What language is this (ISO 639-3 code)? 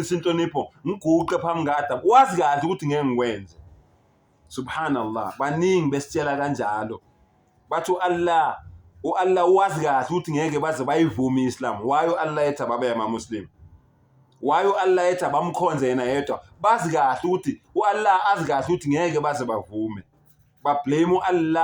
zul